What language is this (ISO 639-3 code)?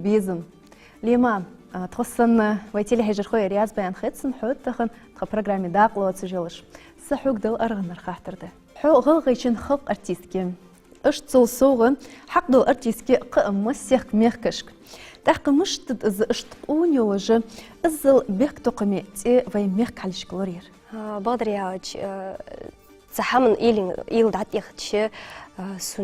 inh